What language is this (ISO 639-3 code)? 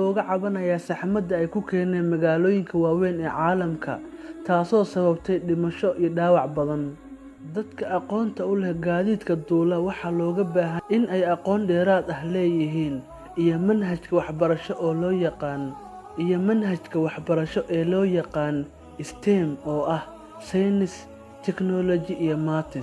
som